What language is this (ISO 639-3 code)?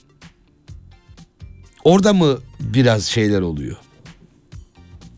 tur